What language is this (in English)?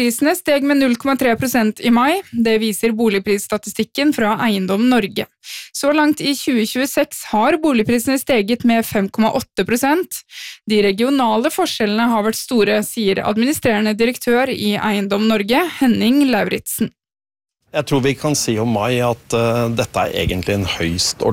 Norwegian